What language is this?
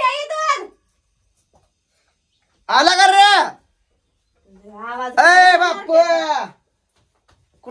Marathi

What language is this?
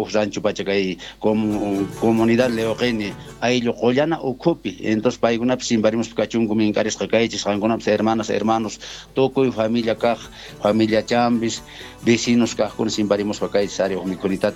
Quechua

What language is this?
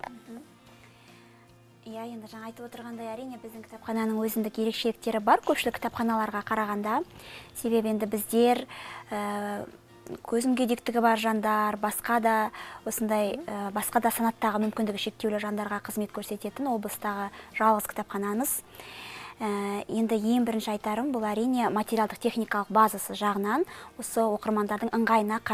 Kazakh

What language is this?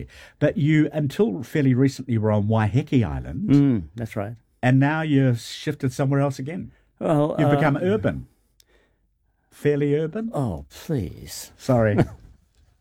English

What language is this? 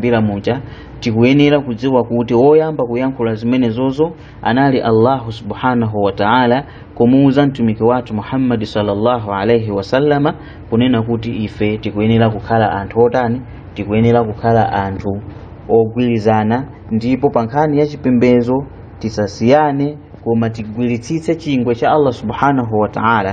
Nyanja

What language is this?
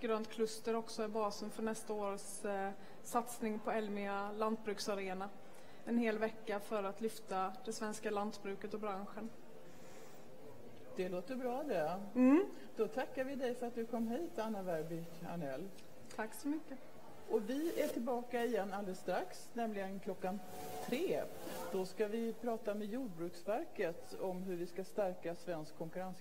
Swedish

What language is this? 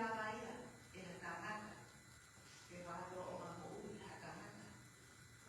Tongan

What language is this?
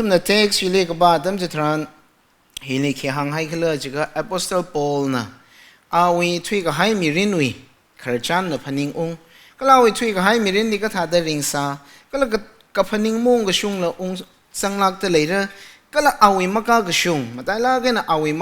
Tangkhul Naga (India)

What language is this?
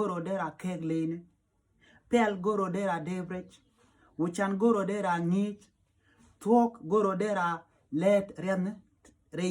Nuer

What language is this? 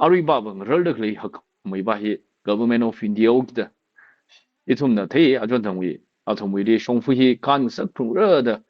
Tangkhul Naga (India)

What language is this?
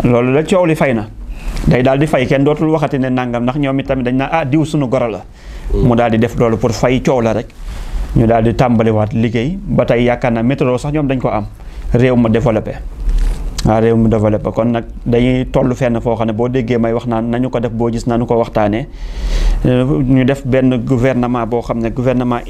Wolof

